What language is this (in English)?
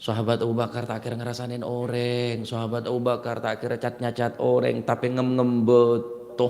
Madurese